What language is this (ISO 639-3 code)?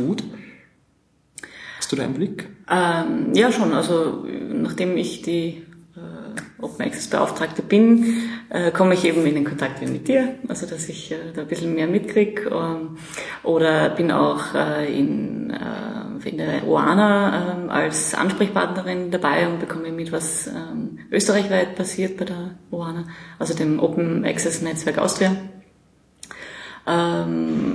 deu